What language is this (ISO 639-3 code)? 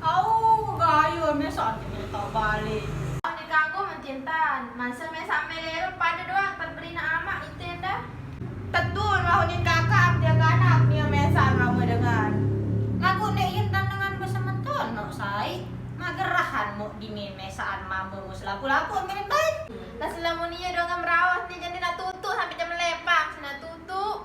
sas